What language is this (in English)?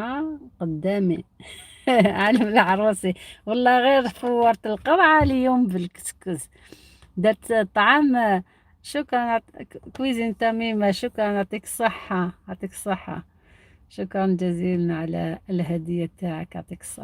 Algerian Arabic